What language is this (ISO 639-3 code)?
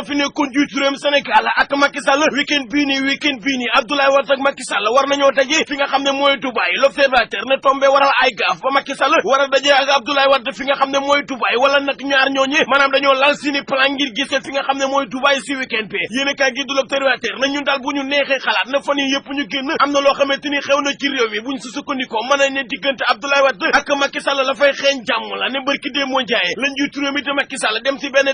wol